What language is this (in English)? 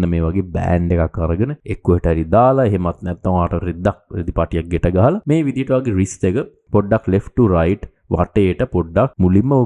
Sinhala